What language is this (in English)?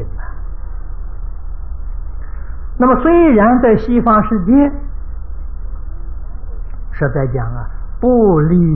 Chinese